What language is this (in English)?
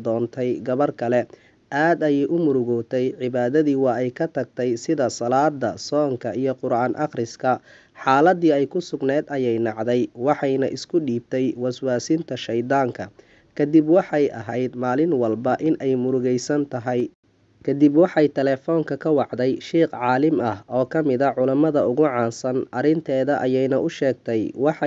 Somali